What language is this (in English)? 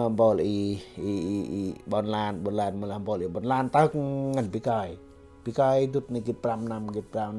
Central Mnong